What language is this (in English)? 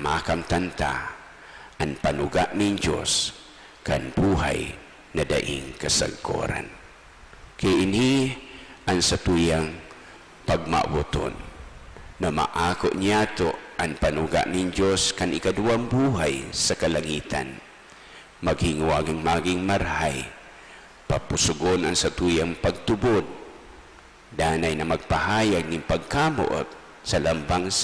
Bikol